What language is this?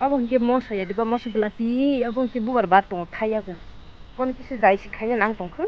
Kok Borok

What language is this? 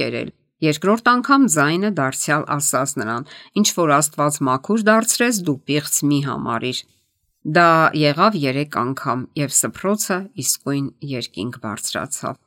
Armenian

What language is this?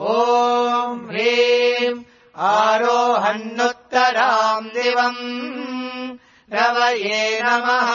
Sanskrit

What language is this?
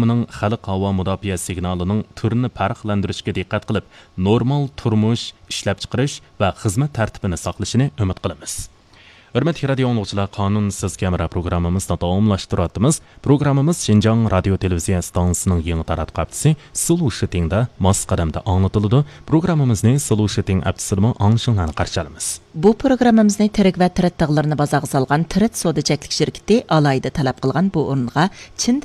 Uyghur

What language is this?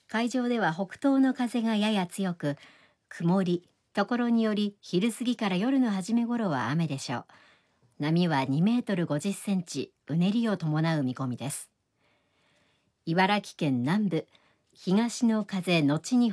Japanese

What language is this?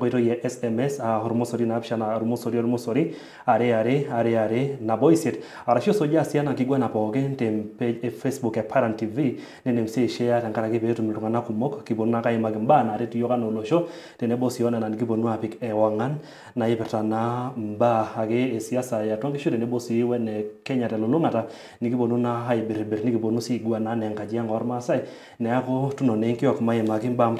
Masai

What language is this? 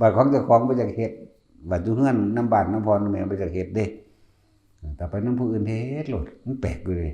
Lao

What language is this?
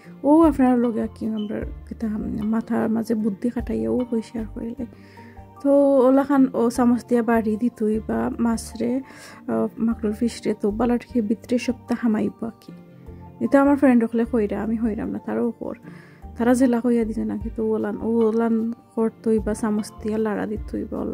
Sylheti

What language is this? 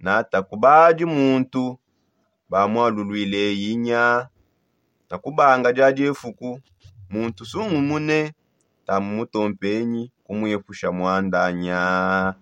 Songe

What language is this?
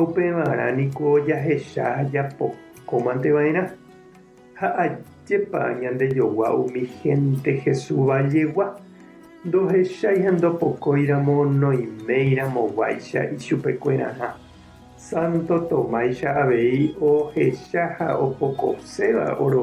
Guarani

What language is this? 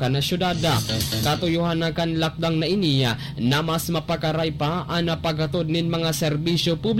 Bikol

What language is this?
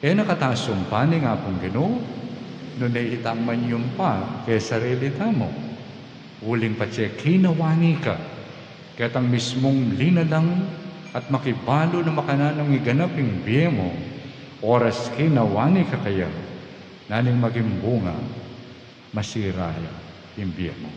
Pampanga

